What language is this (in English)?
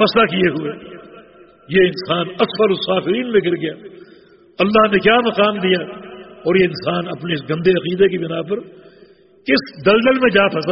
Urdu